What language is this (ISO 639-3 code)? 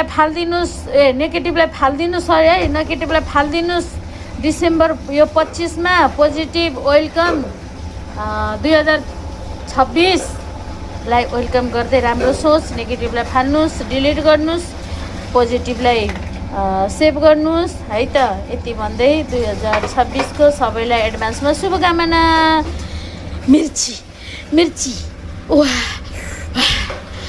nep